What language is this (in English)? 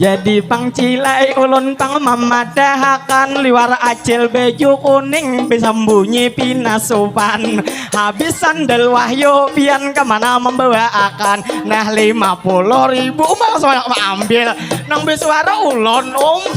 Banjar